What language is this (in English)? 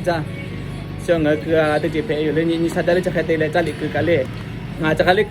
Lahu